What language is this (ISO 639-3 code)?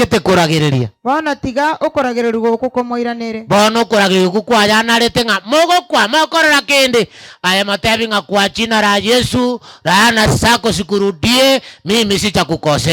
guz